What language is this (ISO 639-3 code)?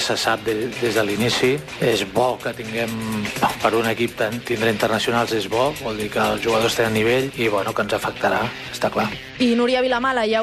cat